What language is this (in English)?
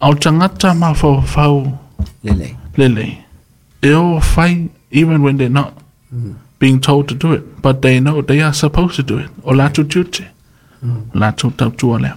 Samoan